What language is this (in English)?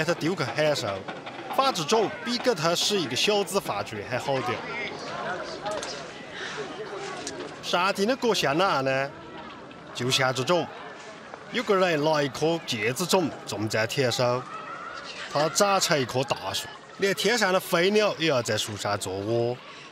Chinese